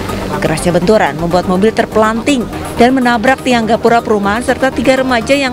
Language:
Indonesian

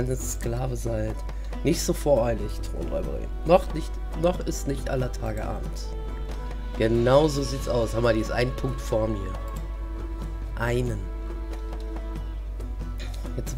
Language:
German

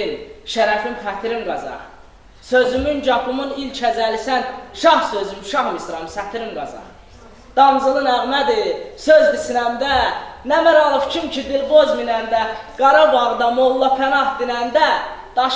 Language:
Azerbaijani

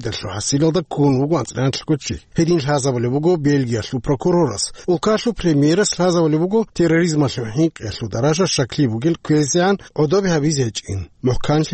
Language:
Avaric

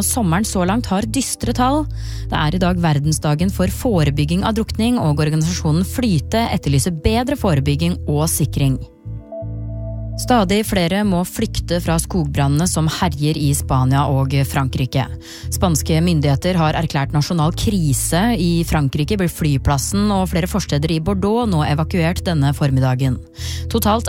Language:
Norwegian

